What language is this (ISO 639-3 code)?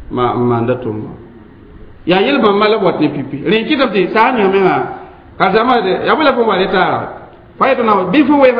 mos